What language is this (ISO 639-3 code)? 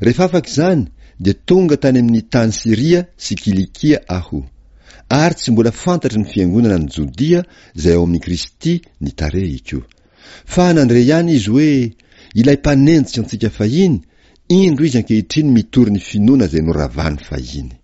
mlg